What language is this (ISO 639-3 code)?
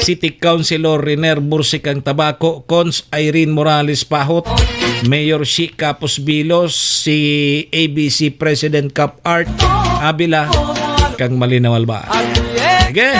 bik